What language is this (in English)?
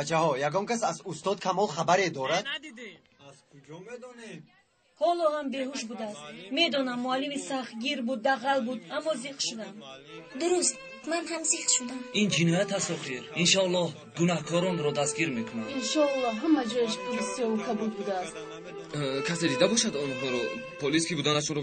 Tajik